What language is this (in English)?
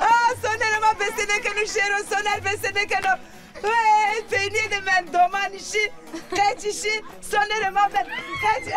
Zaza